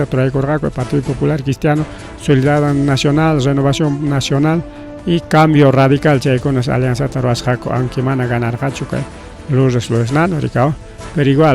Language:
Ayacucho Quechua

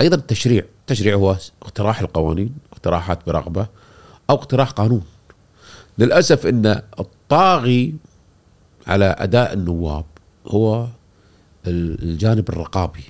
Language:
Gulf Arabic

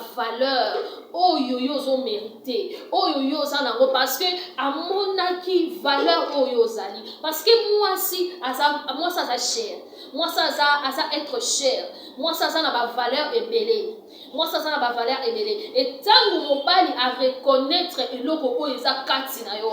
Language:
Lingala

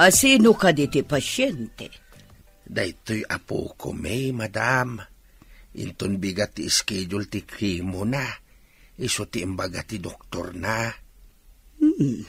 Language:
Iloko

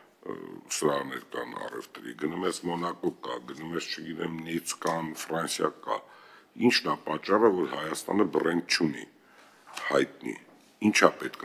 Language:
Armenian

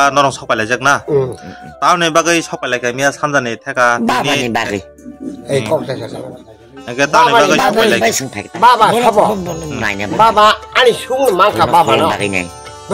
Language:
Kok Borok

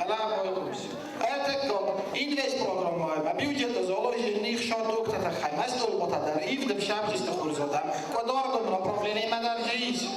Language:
Ossetic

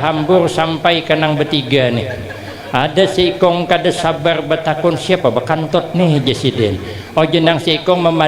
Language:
Banjar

